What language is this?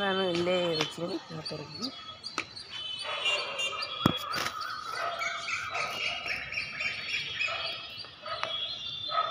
Kannada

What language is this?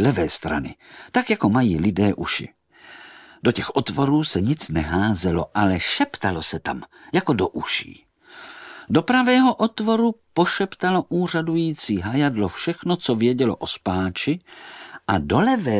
Czech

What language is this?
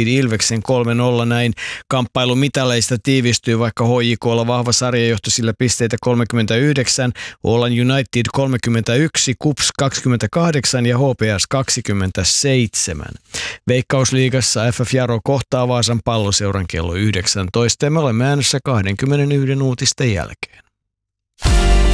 Finnish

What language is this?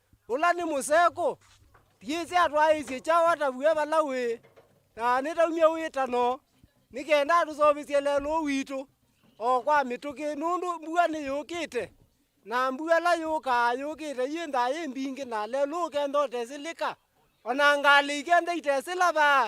Kamba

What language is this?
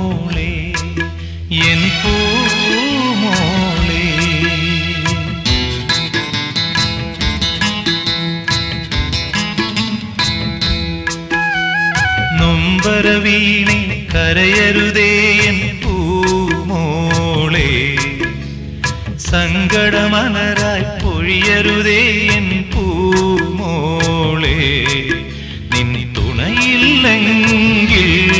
Malayalam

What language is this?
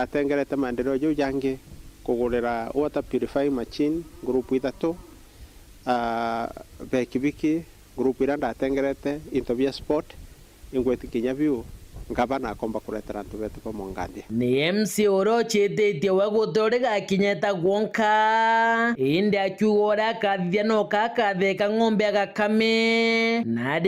Meru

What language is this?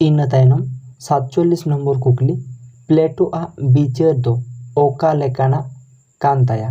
Santali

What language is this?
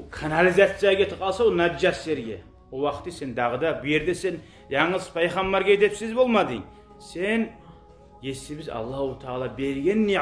Kumyk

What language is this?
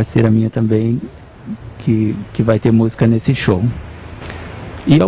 Portuguese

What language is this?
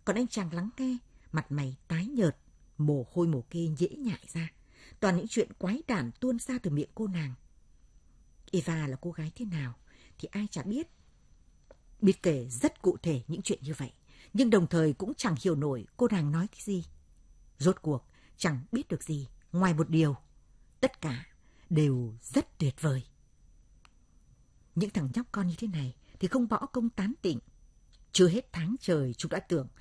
Vietnamese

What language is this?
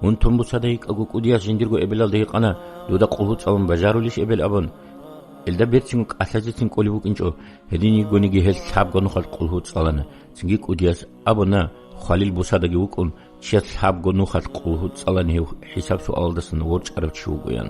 Avaric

